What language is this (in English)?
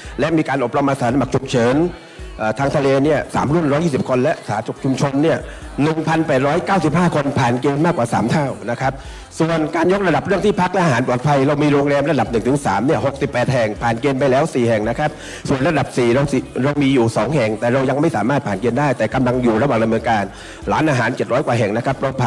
Thai